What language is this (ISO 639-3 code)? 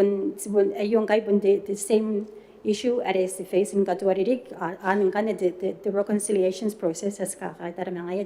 gil